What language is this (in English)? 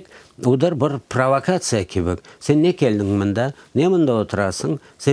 Crimean Tatar